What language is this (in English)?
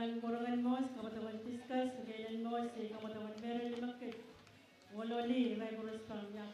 Pohnpeian